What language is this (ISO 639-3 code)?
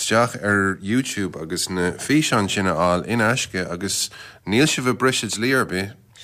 gle